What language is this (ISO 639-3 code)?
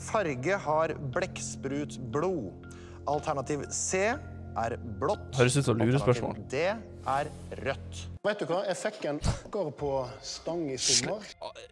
nor